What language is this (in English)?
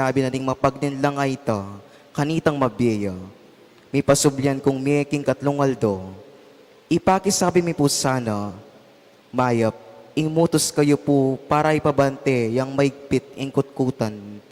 Pampanga